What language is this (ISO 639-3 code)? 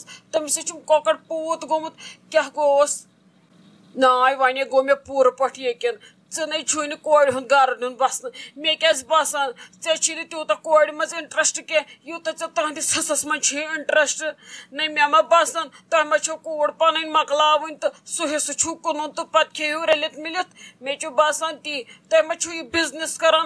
kas